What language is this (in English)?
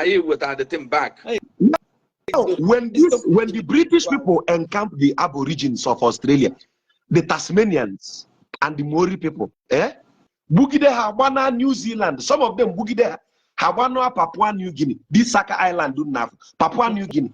Igbo